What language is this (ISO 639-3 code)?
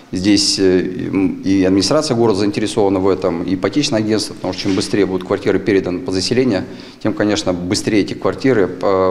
rus